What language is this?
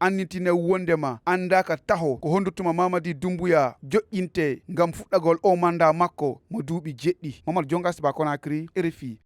Fula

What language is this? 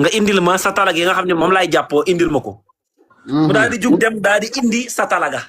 Wolof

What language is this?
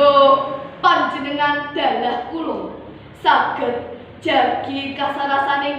Javanese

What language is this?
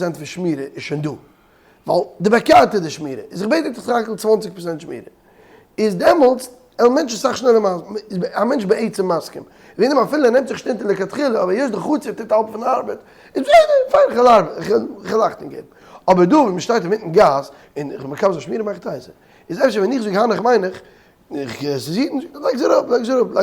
Yiddish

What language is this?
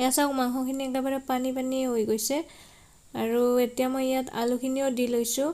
Assamese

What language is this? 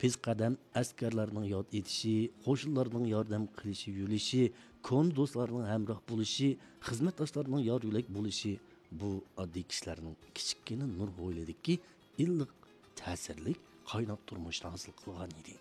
Uyghur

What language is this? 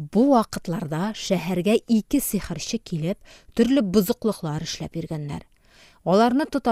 Tatar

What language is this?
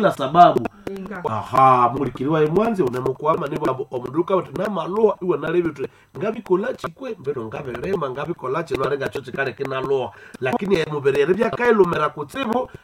Swahili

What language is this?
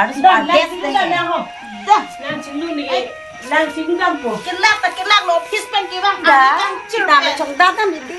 Karbi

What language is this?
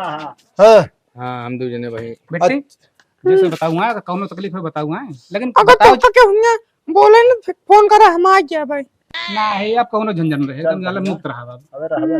Awadhi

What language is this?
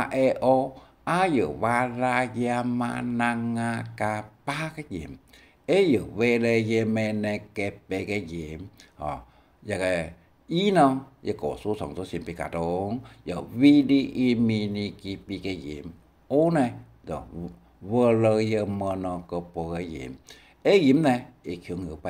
Hakka Chinese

